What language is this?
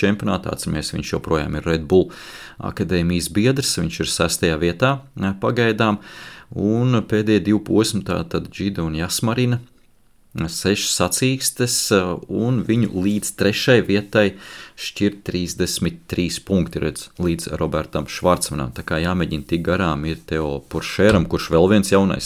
Latvian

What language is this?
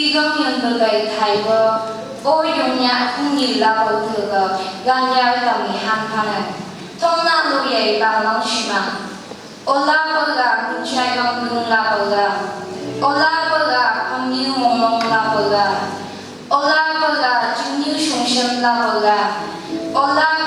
Phom Naga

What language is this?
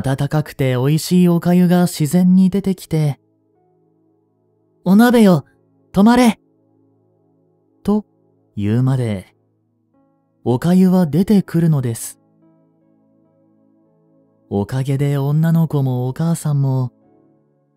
Japanese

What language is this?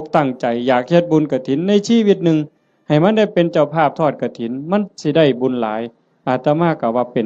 Northeastern Thai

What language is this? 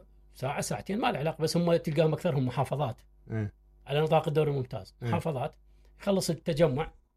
Mesopotamian Arabic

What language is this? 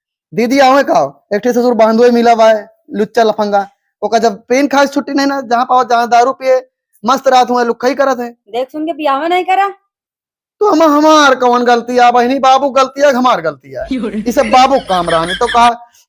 Awadhi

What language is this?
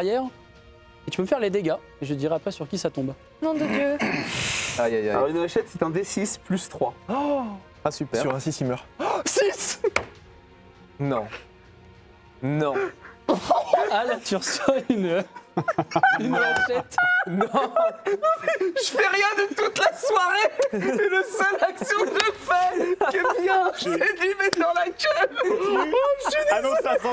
French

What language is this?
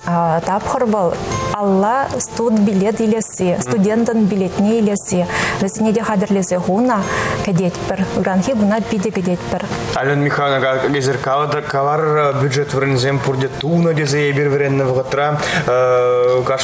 Chuvash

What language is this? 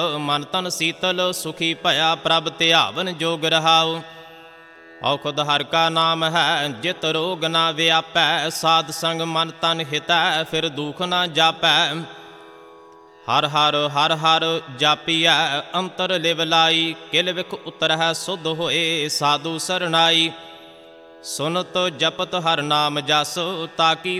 Punjabi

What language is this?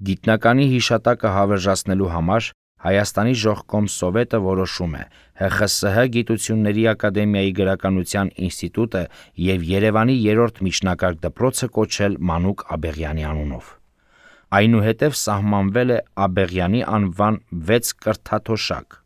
Armenian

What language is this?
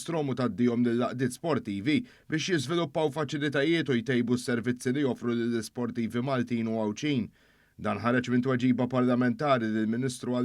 Maltese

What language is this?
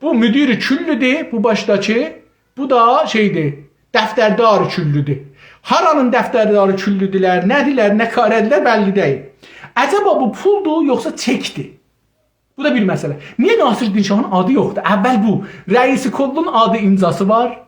South Azerbaijani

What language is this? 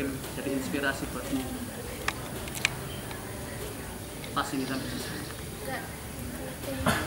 Indonesian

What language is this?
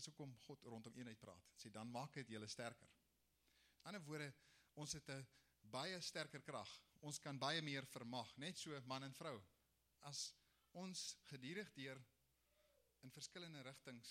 Afrikaans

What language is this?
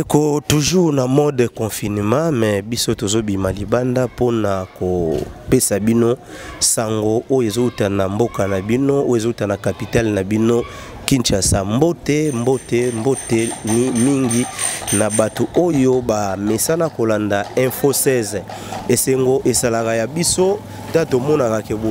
Lingala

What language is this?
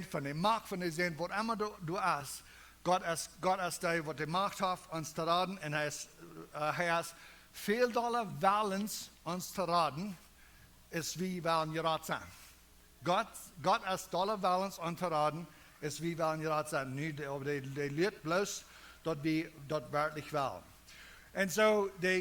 Plautdietsch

